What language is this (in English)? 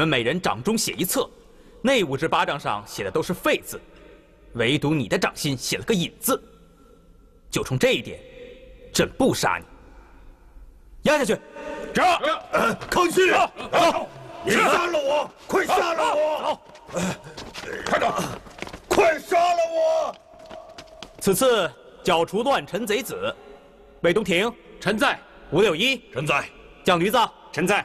Chinese